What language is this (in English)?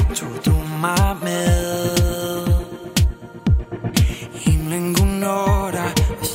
Danish